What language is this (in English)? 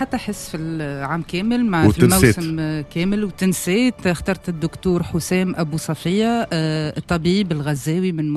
Tunisian Arabic